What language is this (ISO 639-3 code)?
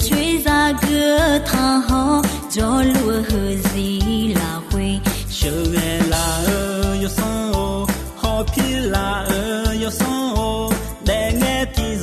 ahk